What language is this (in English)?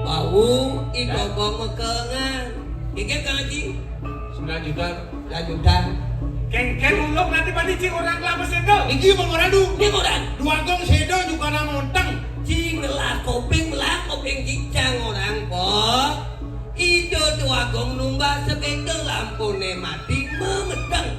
Balinese